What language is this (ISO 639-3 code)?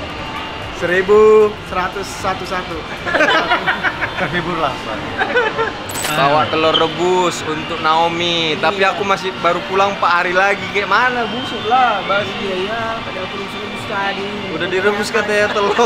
ind